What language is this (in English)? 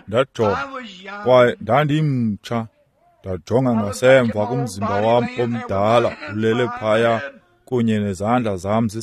Xhosa